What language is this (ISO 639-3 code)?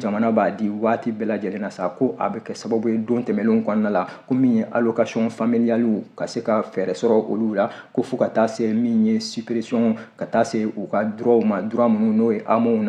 bam